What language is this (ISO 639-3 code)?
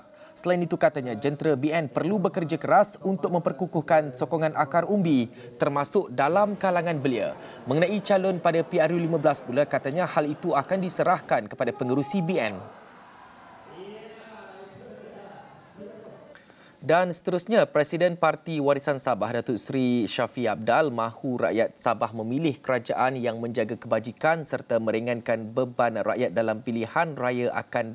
msa